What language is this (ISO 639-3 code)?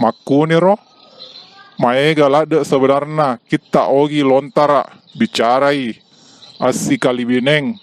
bug